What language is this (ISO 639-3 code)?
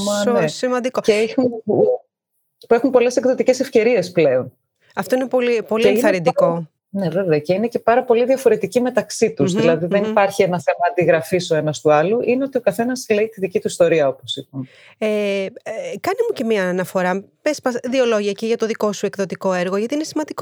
ell